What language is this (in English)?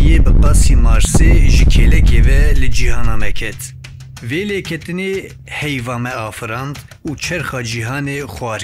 Kurdish